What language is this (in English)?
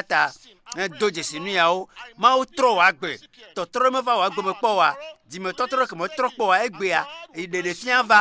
Ewe